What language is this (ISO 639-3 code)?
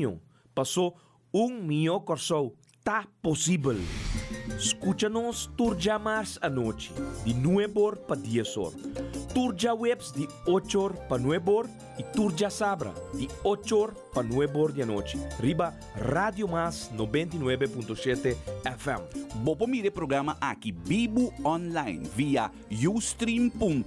pap